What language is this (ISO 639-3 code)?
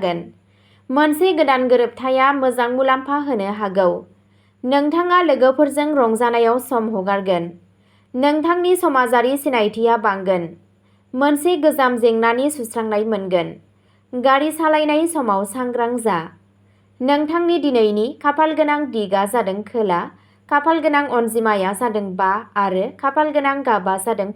brx